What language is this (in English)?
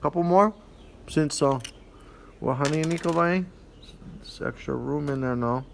Hawaiian